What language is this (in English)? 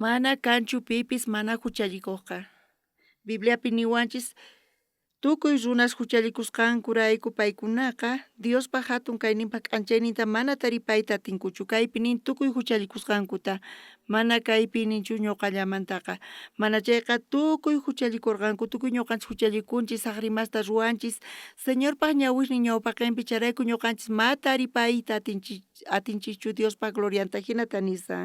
South Bolivian Quechua